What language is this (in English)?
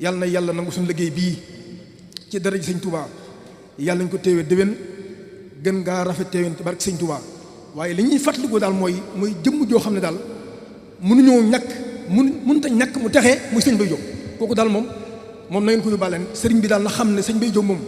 Wolof